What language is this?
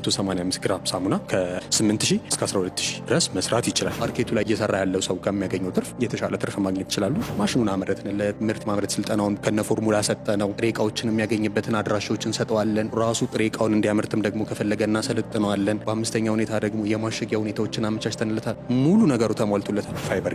Amharic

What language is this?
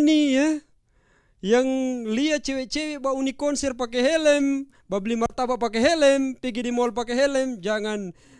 Manado Malay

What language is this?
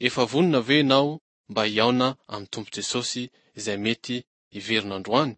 Malagasy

